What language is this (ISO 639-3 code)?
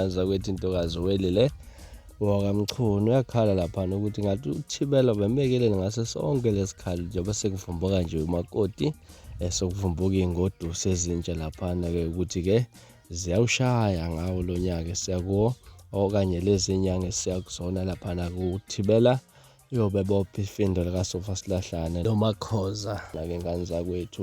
zul